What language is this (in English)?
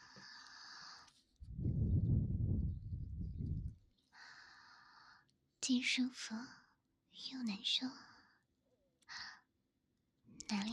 Chinese